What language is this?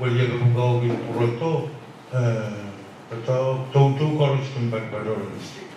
Pohnpeian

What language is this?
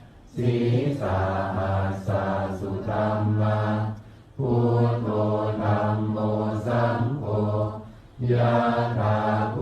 Pali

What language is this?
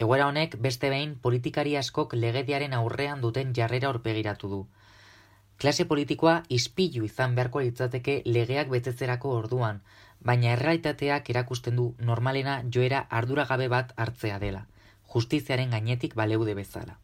Basque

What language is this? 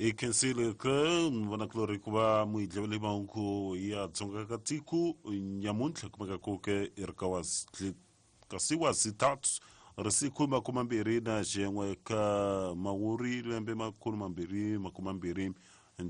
Tsonga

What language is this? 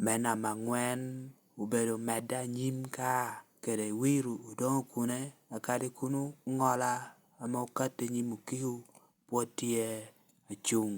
Lango (Uganda)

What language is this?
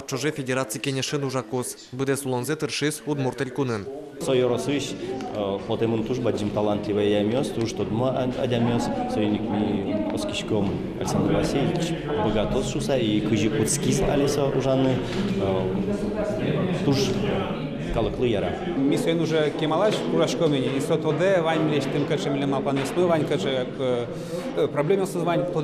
Udmurt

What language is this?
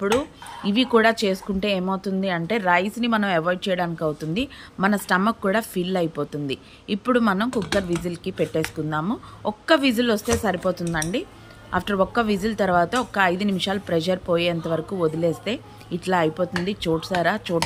Telugu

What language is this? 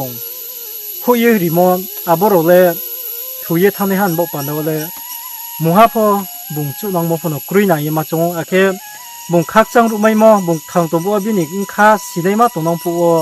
Riang (India)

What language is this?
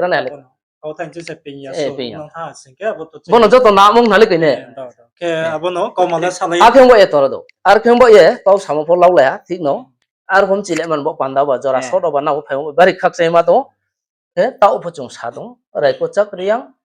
Riang (India)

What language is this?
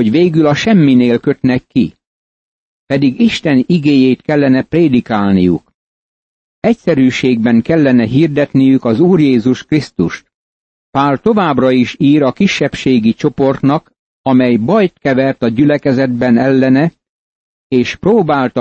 Hungarian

